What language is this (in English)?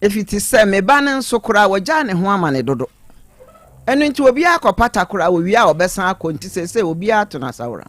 Akan